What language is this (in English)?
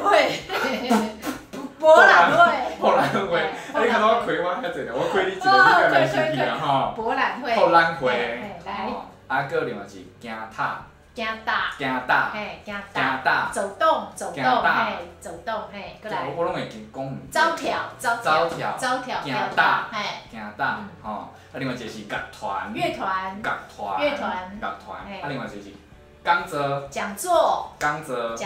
Min Nan Chinese